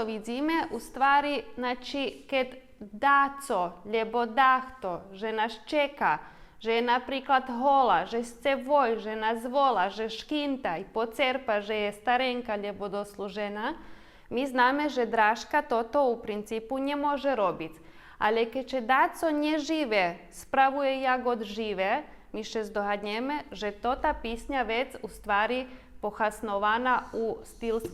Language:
Rusyn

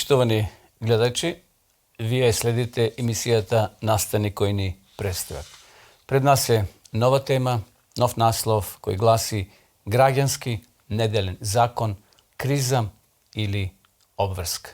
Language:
Macedonian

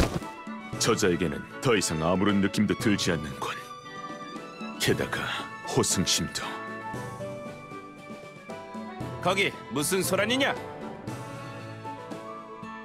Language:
Korean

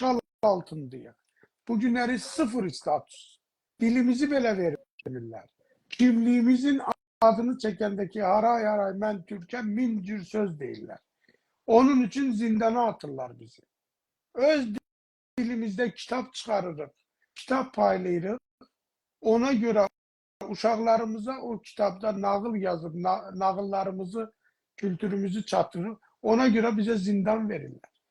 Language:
South Azerbaijani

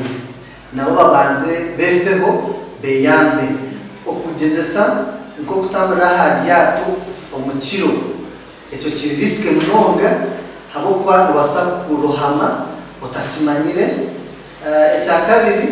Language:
Nyankole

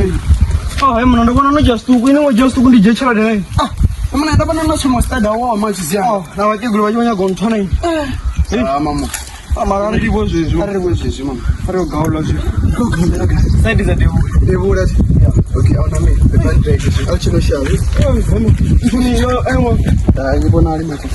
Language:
Venda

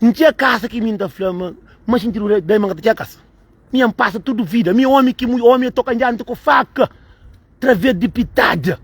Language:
Kabuverdianu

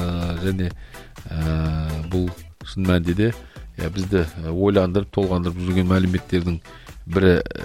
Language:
Kazakh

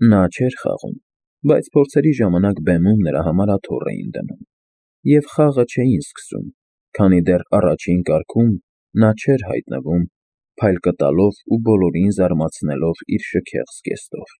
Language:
Armenian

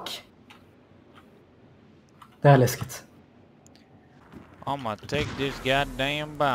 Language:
Swedish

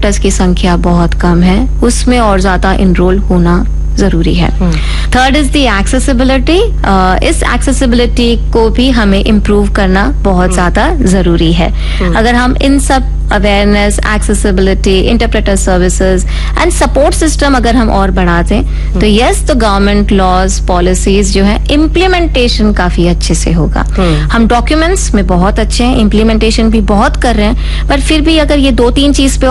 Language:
Hindi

